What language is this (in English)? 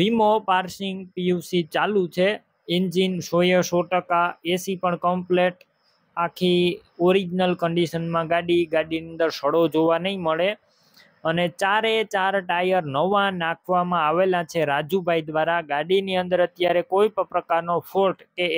Gujarati